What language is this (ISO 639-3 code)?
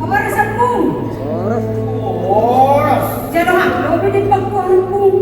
bts